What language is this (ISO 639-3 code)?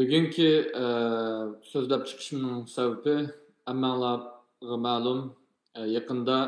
uig